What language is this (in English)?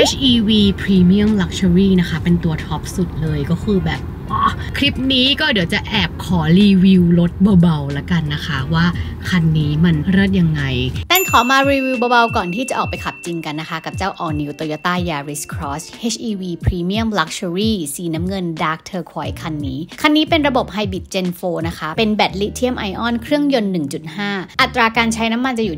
Thai